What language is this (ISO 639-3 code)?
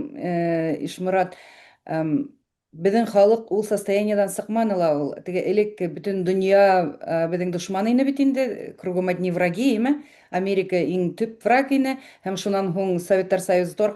bak